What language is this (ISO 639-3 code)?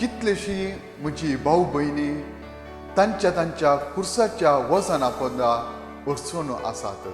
kok